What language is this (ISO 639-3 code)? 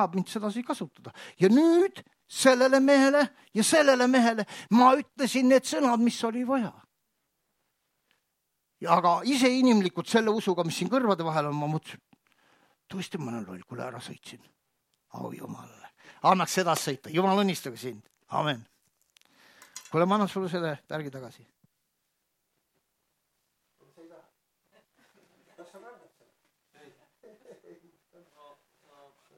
est